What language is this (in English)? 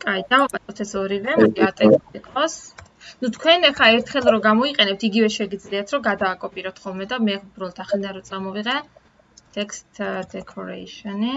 Georgian